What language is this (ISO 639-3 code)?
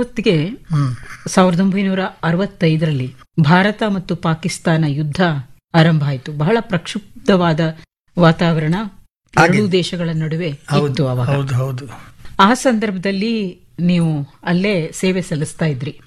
kan